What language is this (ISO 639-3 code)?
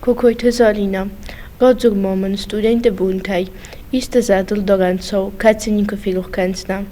oss